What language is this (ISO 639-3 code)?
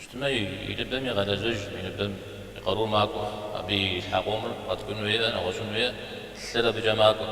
kbd